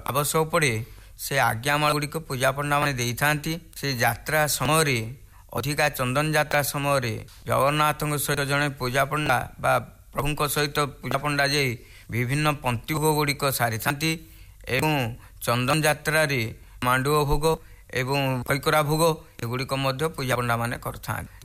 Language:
Odia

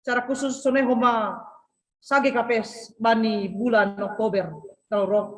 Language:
Batak Simalungun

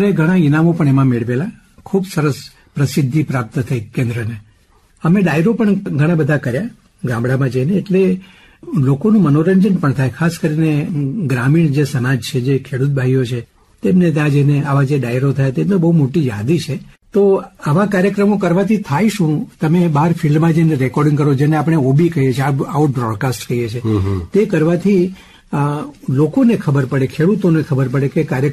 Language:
Gujarati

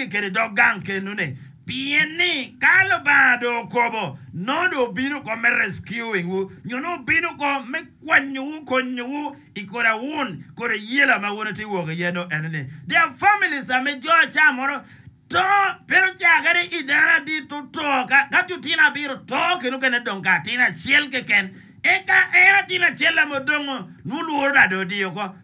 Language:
Acoli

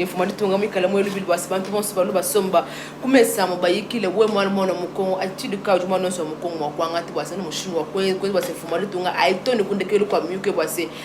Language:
Luba-Lulua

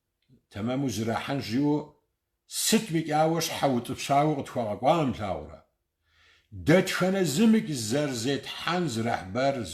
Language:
Kabardian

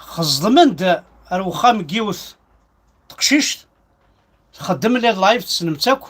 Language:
Kabyle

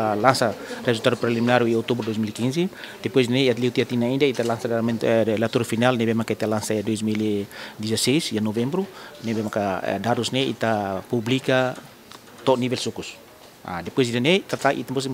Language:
Tetum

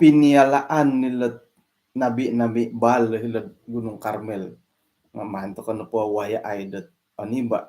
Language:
Central Dusun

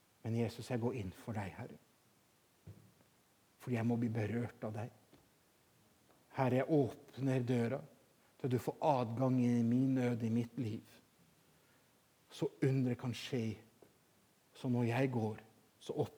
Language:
Norwegian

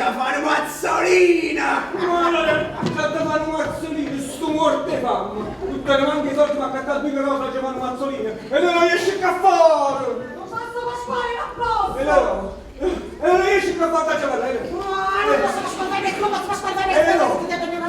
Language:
Neapolitan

